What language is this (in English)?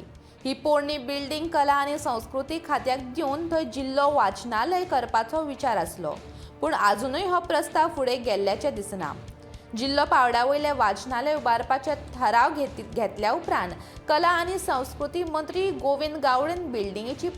Konkani